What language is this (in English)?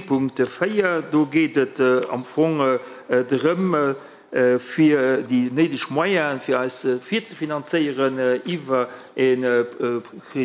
Luxembourgish